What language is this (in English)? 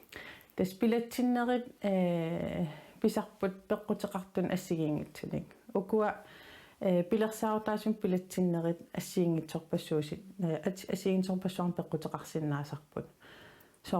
Kalaallisut